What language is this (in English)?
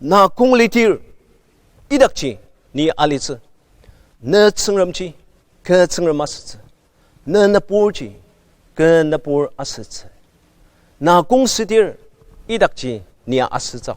Ao Naga